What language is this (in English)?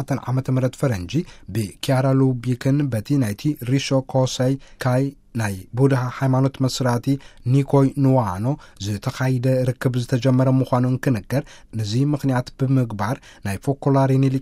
Tigrinya